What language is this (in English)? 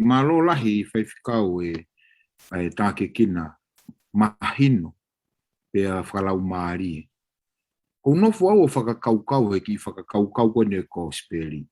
Tongan